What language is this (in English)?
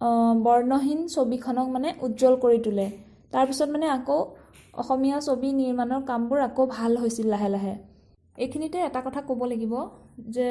Assamese